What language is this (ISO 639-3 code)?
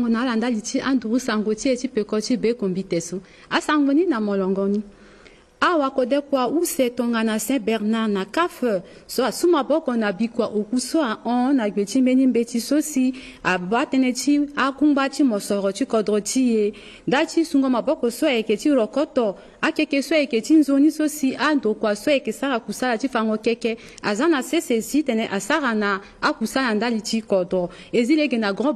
sag